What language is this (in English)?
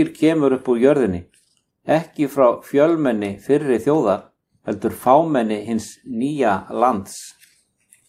Icelandic